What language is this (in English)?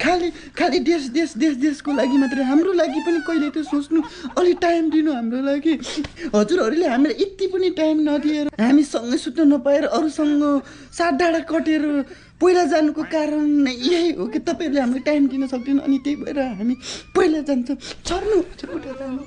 Nepali